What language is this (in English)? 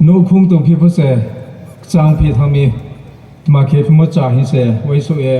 Riang (India)